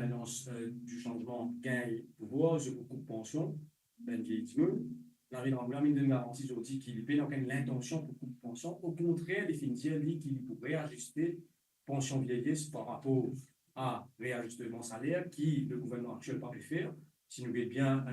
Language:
Morisyen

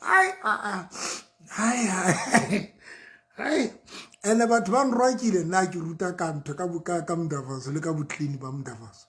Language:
Southern Sotho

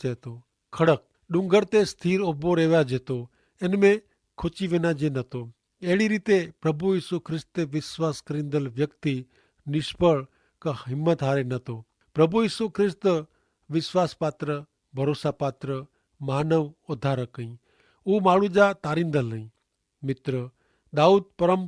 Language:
Kachhi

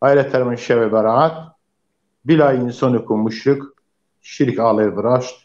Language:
Zaza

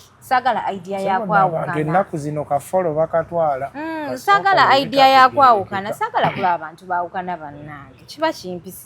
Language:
Ganda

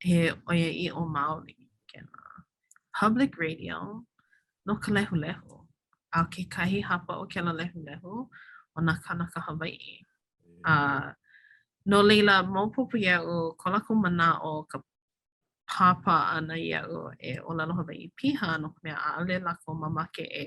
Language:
Hawaiian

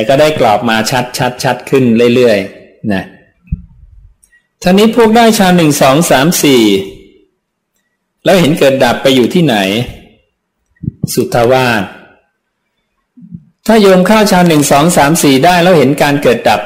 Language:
Thai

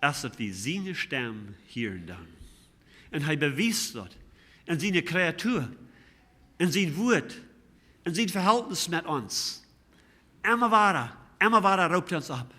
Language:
Plautdietsch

